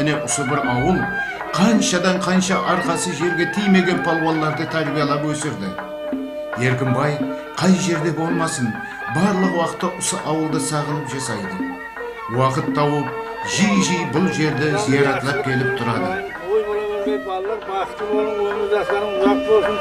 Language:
Kara-Kalpak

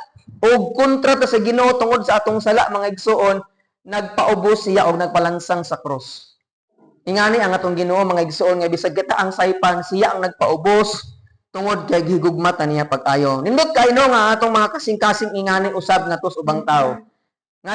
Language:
Cebuano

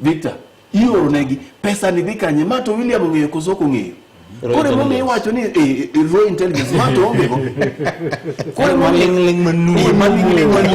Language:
Luo (Kenya and Tanzania)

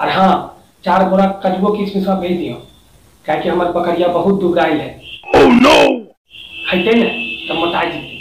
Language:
Magahi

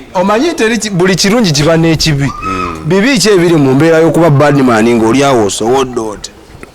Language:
Ganda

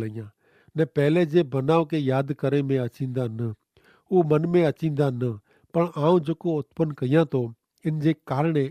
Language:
Kachhi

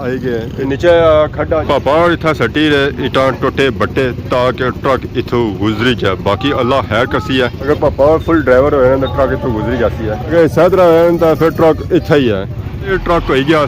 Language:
Pahari-Potwari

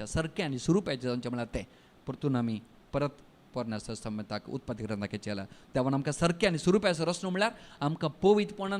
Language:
Konkani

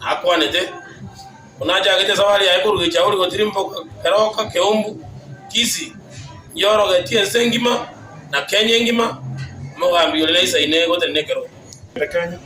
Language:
Gusii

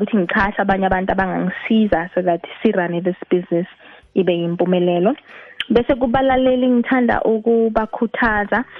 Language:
South Ndebele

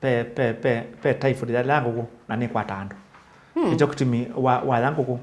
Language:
Kamba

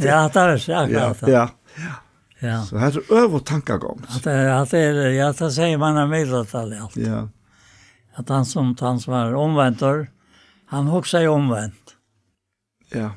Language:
Faroese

